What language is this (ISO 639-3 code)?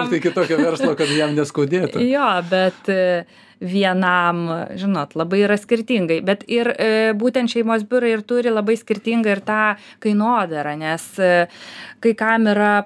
lit